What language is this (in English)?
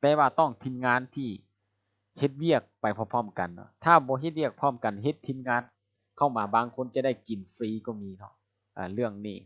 Lao